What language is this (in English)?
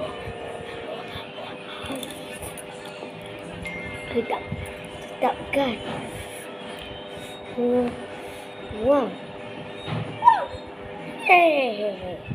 Malay